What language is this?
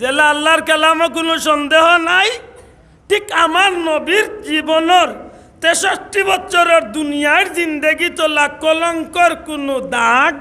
Sylheti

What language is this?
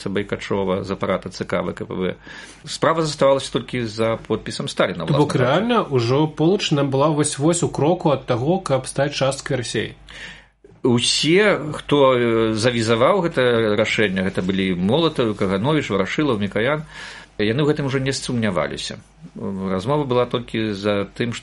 Belarusian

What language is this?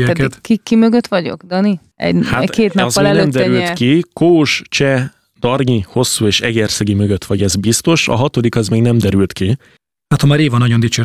Hungarian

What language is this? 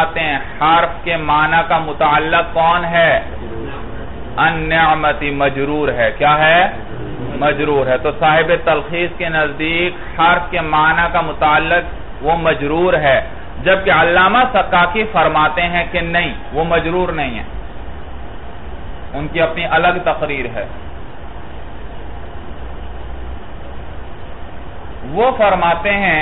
Urdu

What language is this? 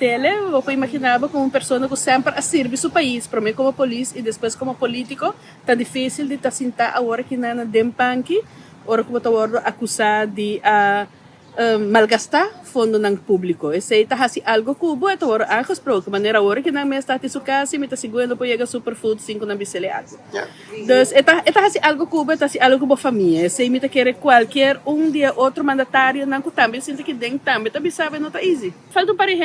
Papiamento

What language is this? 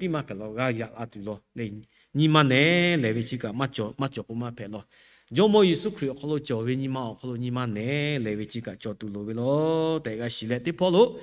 Lahu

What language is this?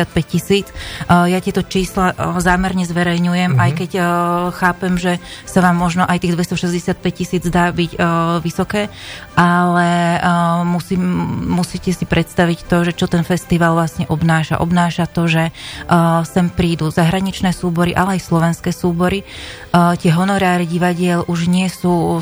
Slovak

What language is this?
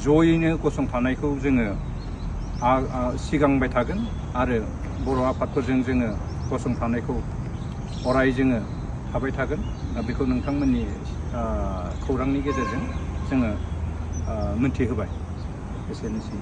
Bodo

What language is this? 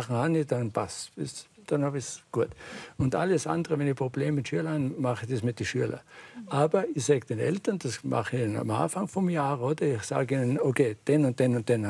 Swiss German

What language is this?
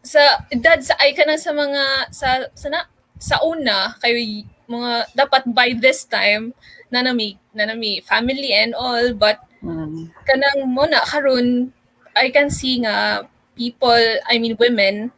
Cebuano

